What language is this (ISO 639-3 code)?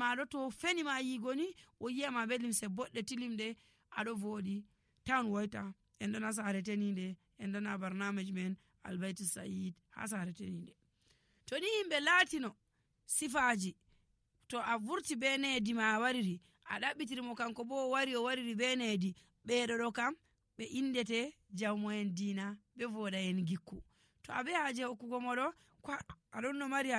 fuv